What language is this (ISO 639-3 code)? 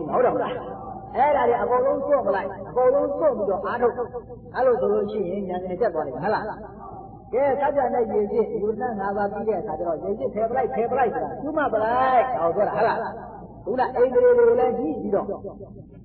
mya